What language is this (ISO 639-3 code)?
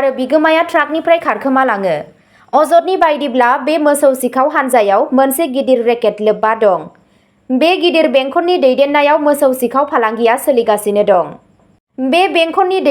brx